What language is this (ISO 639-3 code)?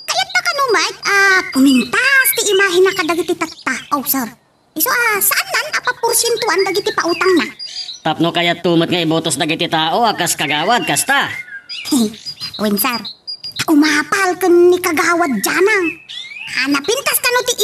ilo